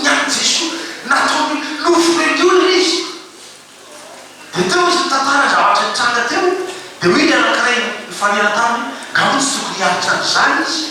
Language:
Malagasy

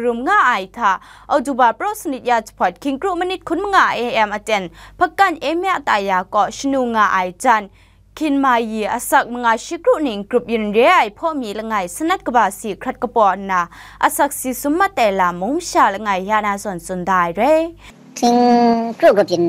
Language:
Kachin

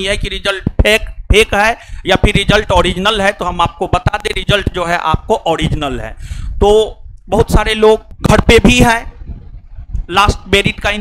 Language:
Hindi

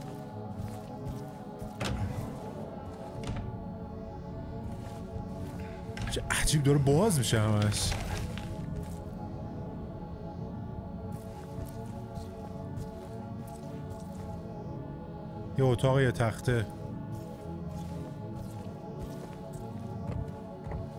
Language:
Persian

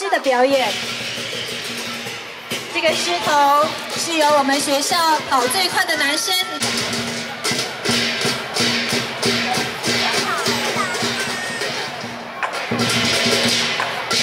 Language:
Chinese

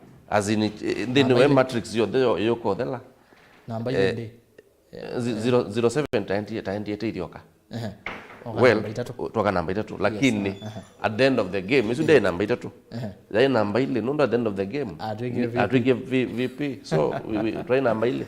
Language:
Kamba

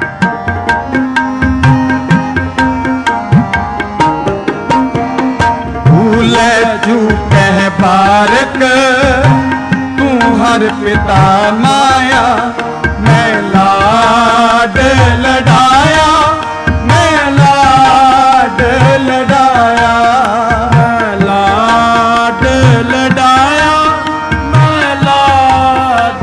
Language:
Hindi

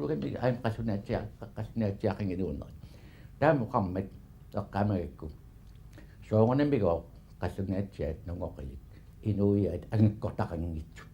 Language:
Kalaallisut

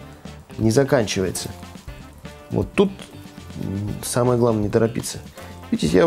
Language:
Russian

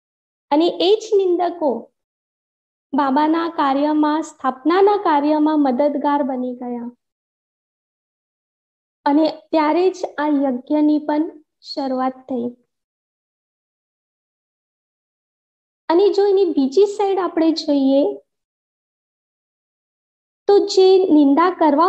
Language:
Gujarati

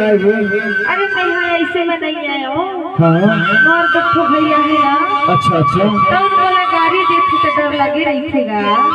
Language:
Chhattisgarhi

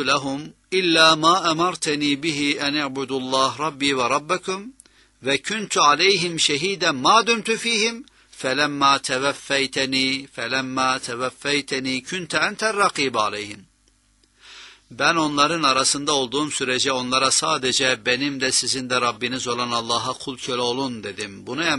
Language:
Turkish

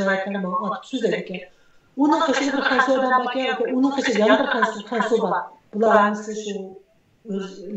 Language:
Uyghur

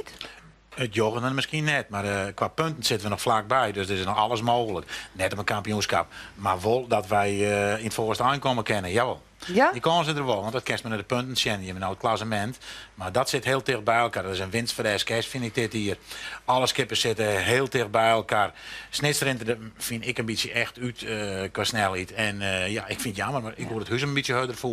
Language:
Western Frisian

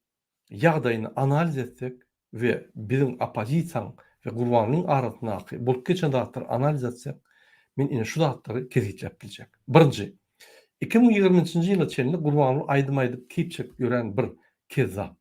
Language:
Turkmen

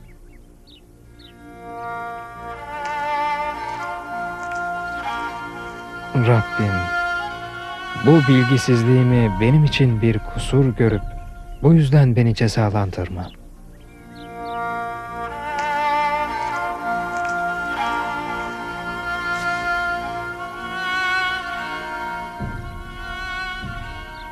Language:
Turkish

